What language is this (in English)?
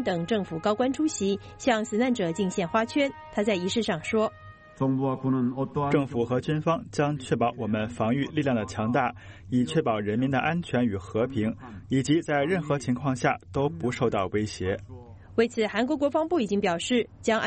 Chinese